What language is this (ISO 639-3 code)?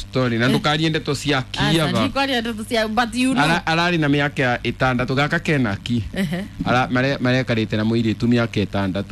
kik